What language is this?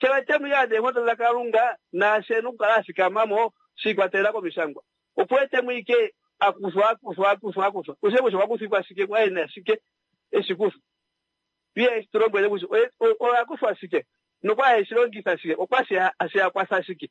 Kuanyama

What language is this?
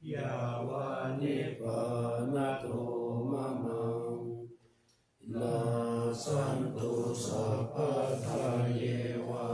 Pali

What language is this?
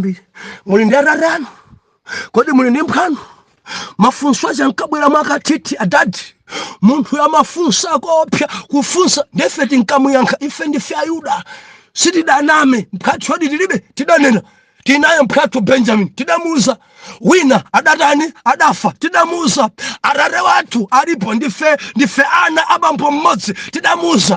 Nyanja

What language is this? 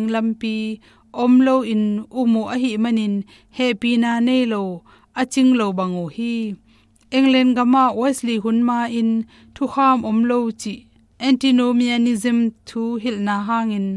Tedim Chin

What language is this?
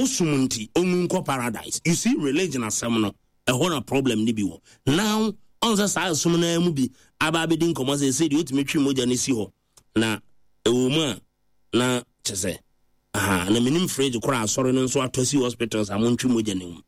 Akan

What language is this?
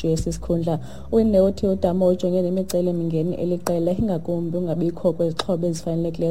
Xhosa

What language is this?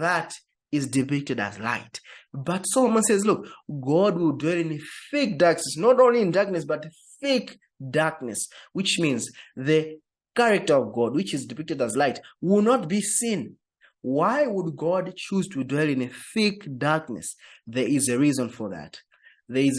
English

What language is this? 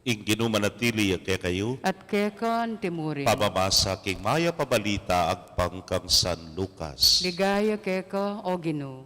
Pampanga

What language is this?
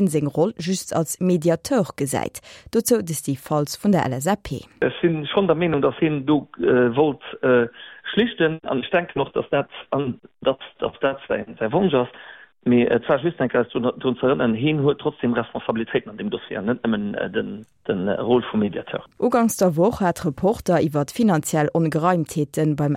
Luxembourgish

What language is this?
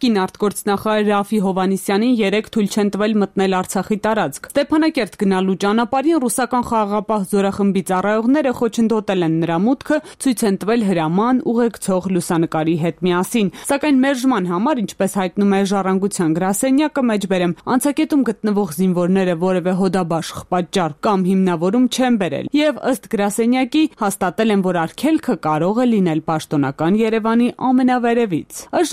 Armenian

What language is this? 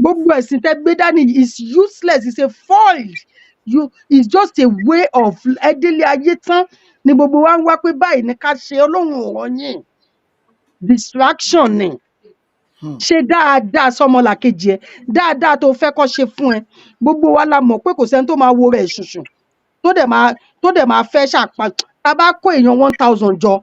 Yoruba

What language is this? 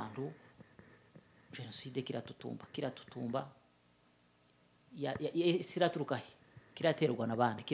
Kinyarwanda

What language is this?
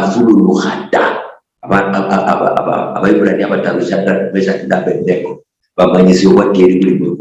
Luyia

